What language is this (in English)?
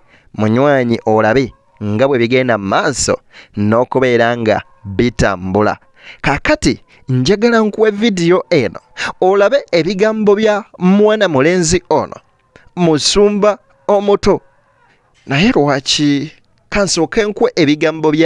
Ganda